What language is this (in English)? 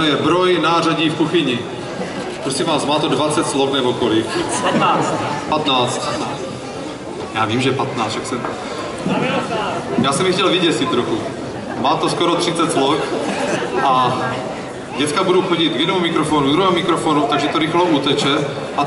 Czech